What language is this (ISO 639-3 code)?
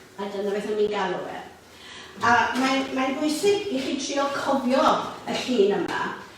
cym